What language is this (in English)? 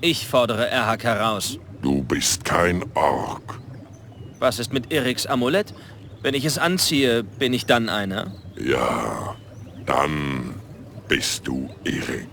Bavarian